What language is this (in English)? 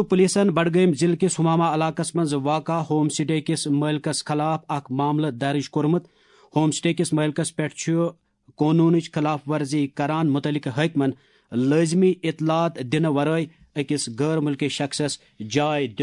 Kashmiri